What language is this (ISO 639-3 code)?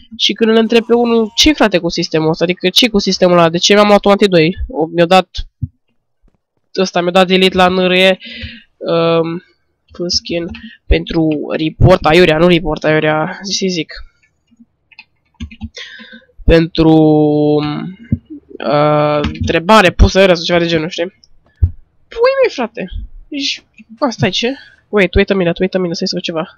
ron